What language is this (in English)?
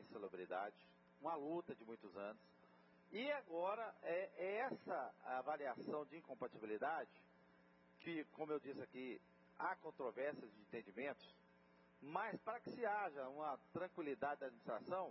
Portuguese